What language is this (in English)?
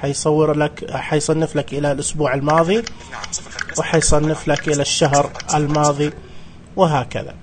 Najdi Arabic